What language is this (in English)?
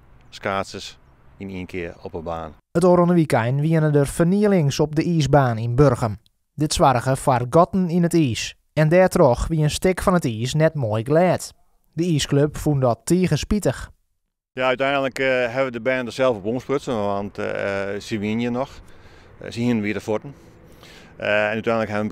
Western Frisian